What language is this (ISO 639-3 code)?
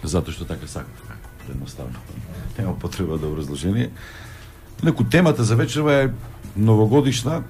mkd